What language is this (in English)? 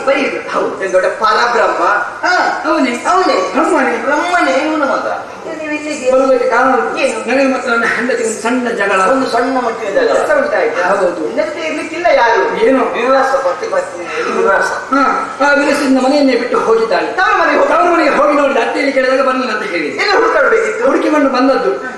Kannada